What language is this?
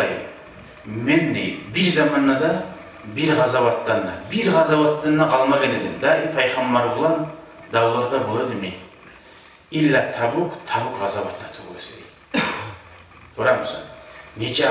Kumyk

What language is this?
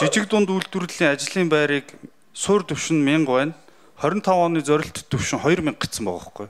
Mongolian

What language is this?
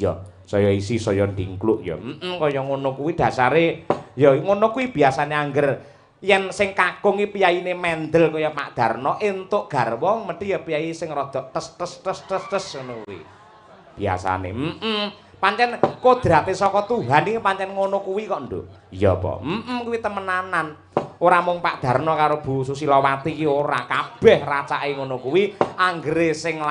Javanese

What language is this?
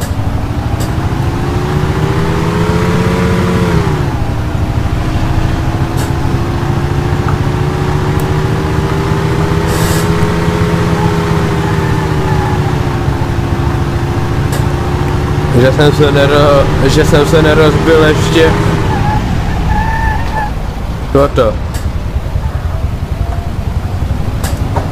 Czech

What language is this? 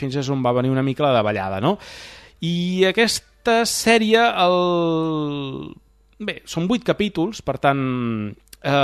Catalan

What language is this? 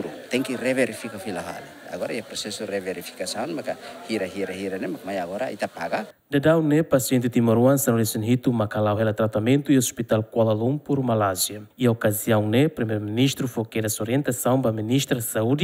Tetum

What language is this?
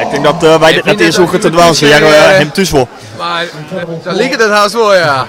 Western Frisian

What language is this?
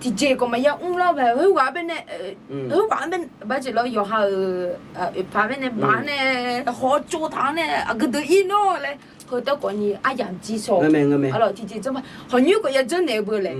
Akha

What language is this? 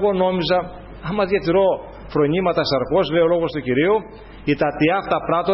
Greek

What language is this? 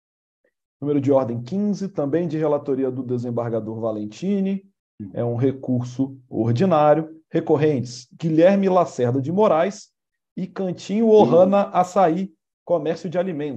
Portuguese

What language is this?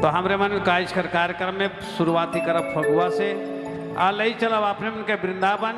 Sadri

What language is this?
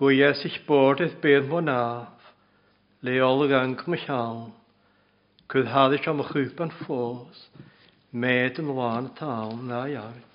Welsh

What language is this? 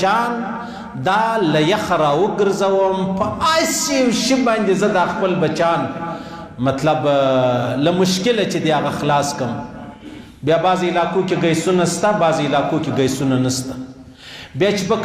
Pashto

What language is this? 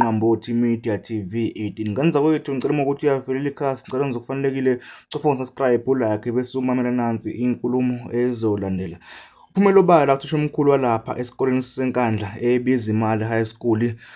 Zulu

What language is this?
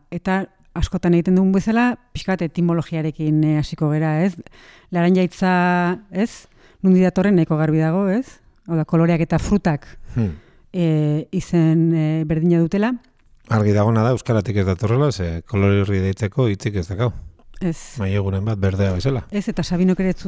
Basque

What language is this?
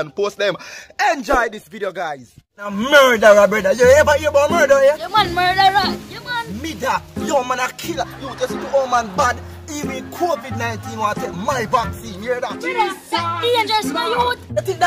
Jamaican Creole English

